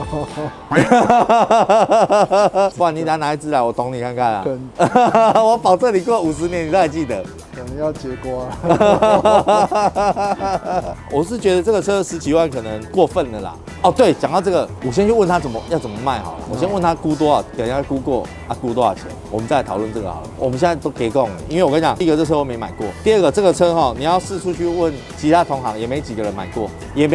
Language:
Chinese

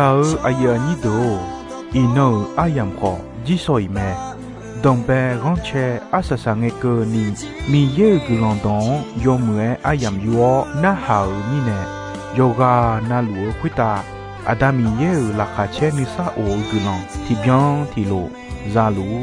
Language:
Akha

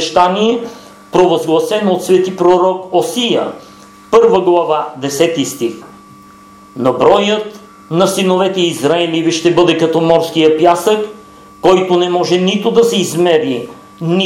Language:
Bulgarian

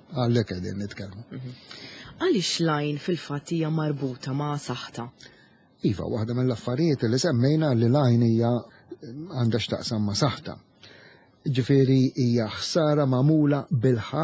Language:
Maltese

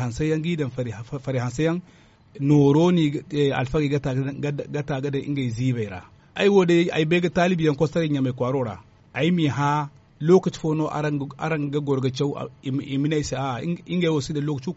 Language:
Zarma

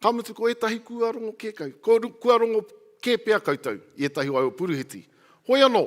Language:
Māori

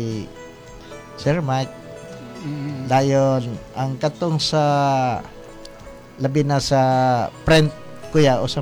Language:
Cebuano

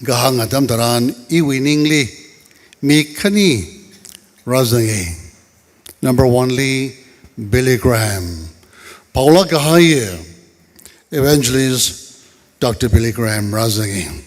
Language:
Tangkhul Naga (India)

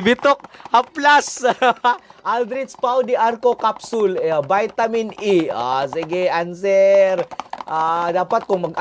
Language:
Cebuano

